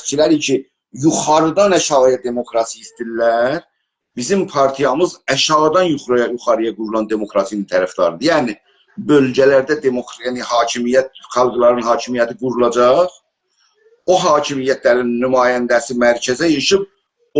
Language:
South Azerbaijani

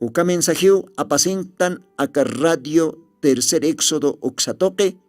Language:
Aymara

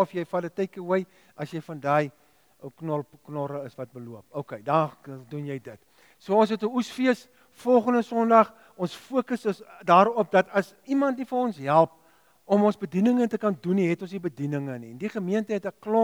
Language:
Afrikaans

